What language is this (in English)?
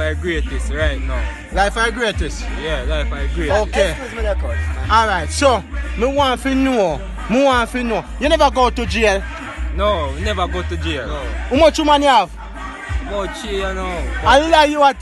Jamaican Creole English